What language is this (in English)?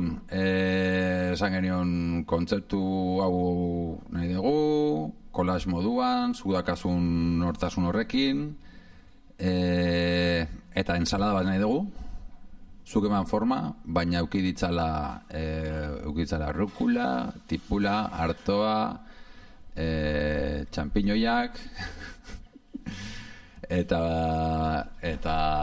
Basque